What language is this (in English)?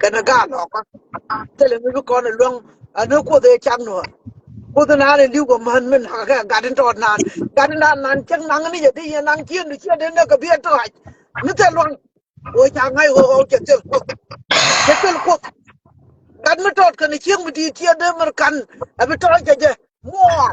Nuer